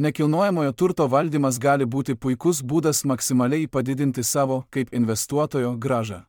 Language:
Lithuanian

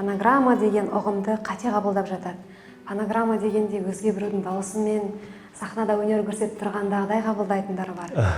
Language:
Kazakh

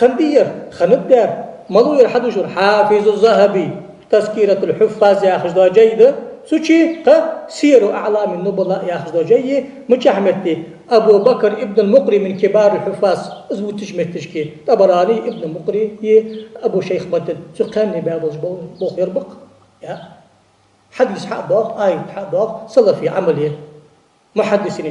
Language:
Ingush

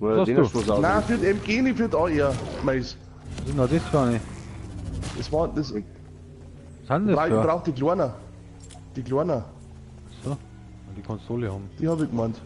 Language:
Bavarian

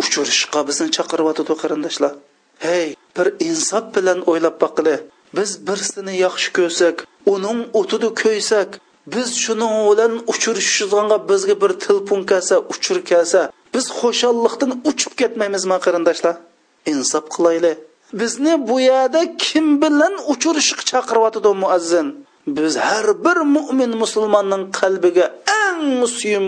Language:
Uyghur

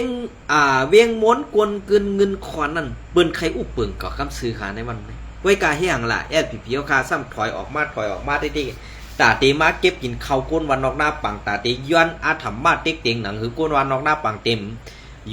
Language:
Shan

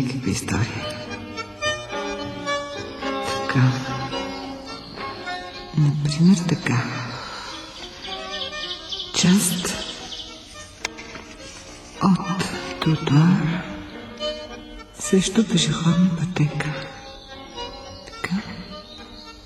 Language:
Bulgarian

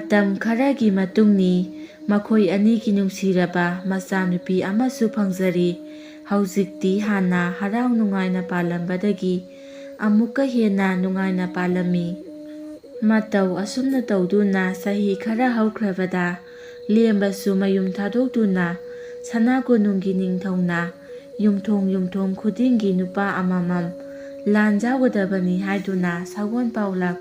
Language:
Manipuri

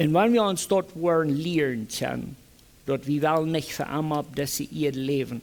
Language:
Plautdietsch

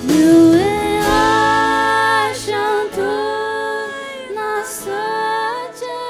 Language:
Faroese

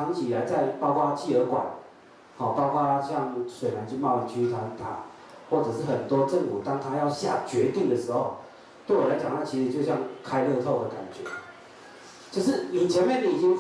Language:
Chinese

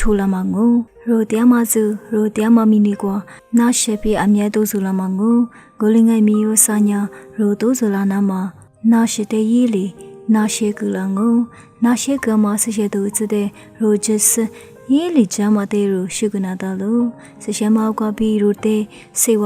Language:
Lisu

